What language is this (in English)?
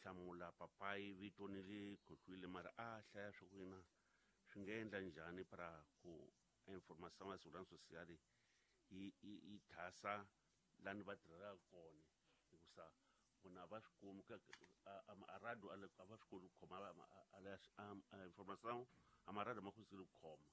Tsonga